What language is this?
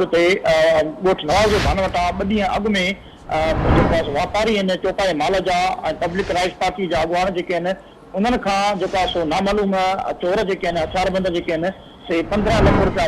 Sindhi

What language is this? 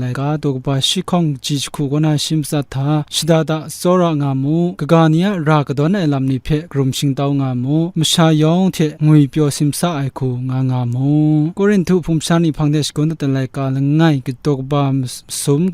Kachin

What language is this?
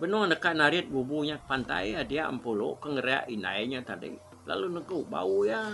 Iban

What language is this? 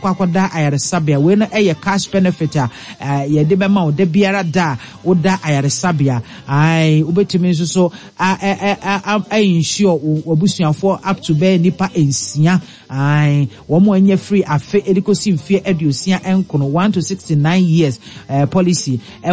Akan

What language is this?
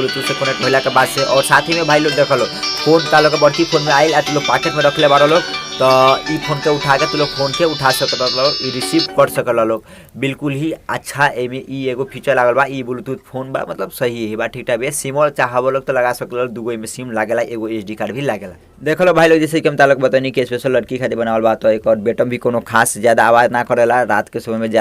Bhojpuri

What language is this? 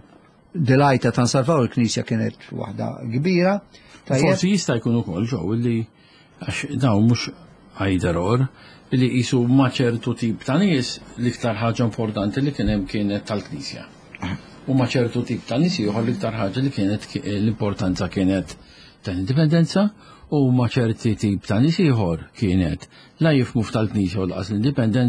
Maltese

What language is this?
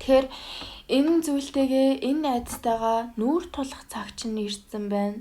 Mongolian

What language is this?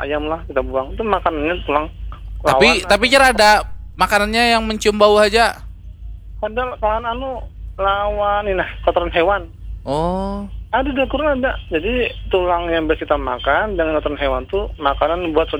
Banjar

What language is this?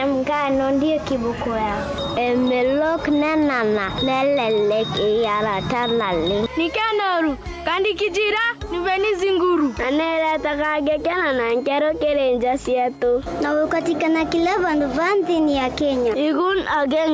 Meru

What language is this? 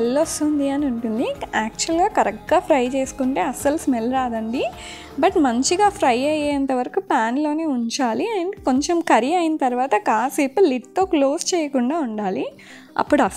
Telugu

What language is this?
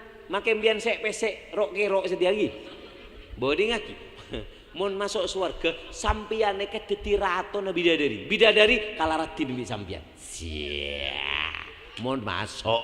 Madurese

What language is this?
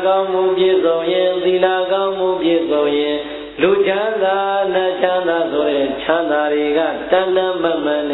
Burmese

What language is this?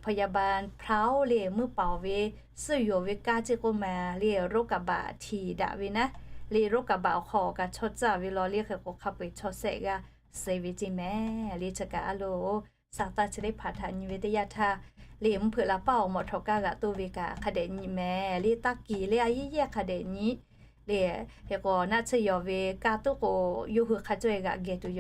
Lahu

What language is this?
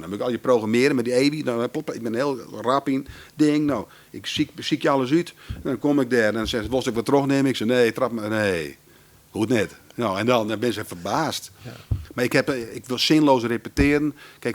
Western Frisian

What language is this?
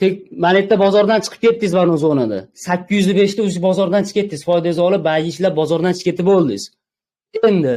Uzbek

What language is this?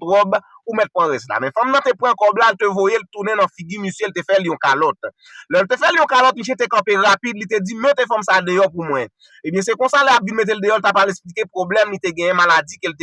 Haitian Creole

